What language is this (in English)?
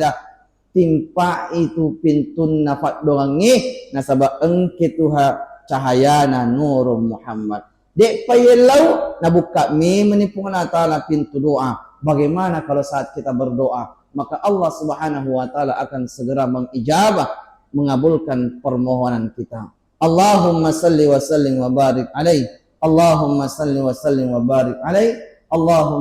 Buginese